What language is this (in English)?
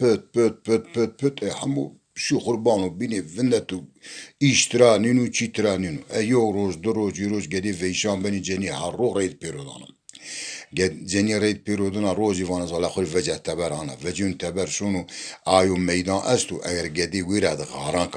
Zaza